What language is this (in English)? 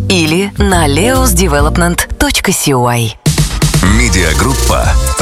Russian